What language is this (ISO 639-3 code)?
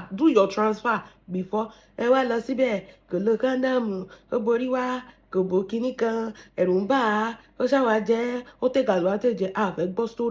yor